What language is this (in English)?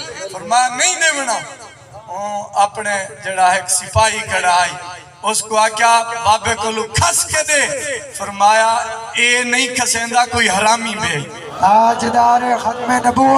Saraiki